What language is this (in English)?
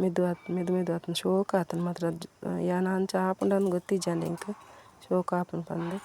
Tulu